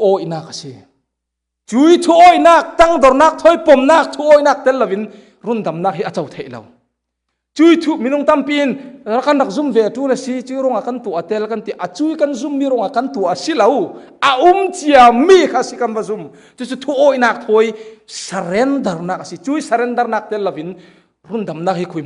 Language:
Falam Chin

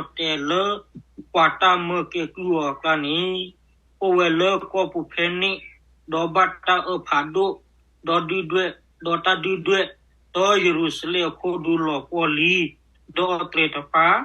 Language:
S'gaw Karen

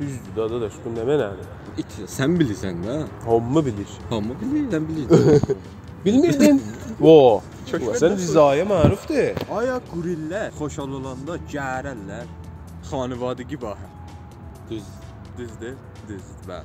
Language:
South Azerbaijani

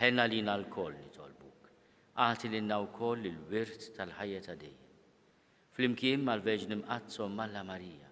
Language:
Maltese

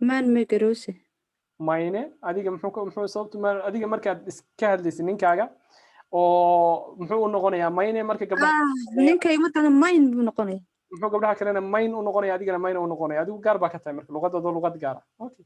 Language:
Somali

